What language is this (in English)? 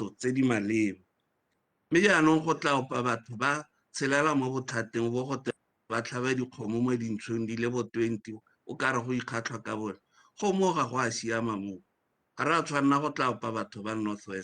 Tswana